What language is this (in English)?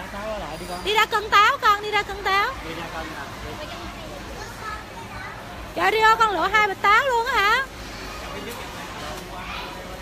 Vietnamese